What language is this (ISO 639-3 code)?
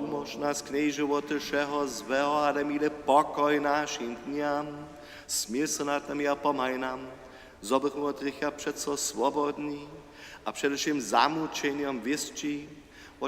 hsb